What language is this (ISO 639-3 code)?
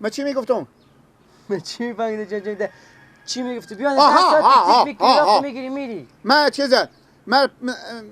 fas